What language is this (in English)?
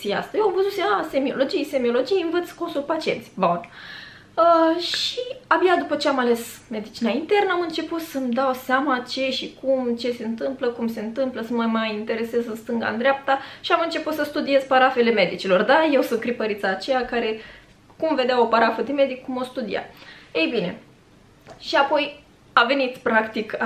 Romanian